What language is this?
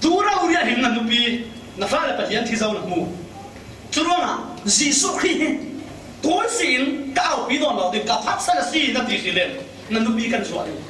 Falam Chin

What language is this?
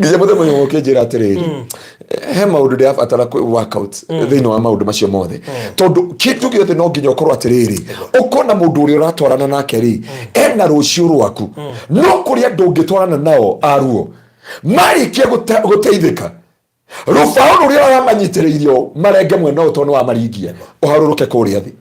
Kikuyu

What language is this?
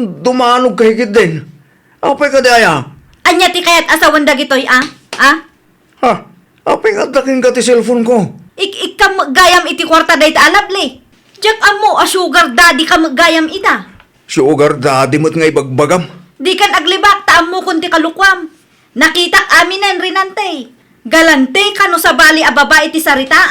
Iloko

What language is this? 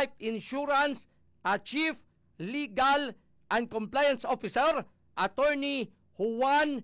Hiligaynon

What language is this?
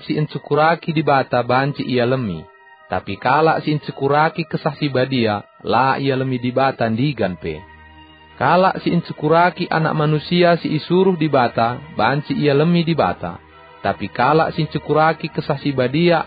Batak Karo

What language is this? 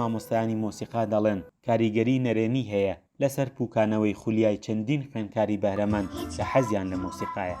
Central Kurdish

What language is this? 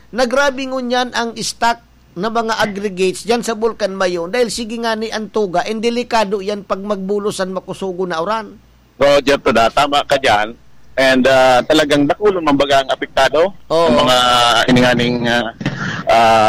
Bikol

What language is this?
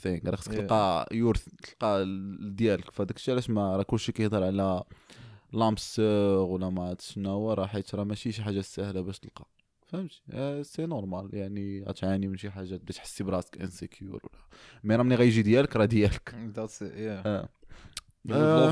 Moroccan Arabic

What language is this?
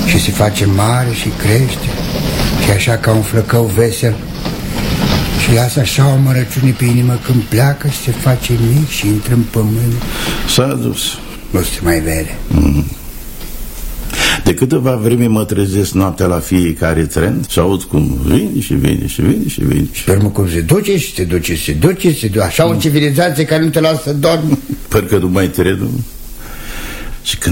Romanian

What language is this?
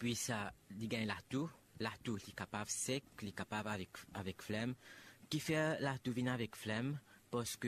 Morisyen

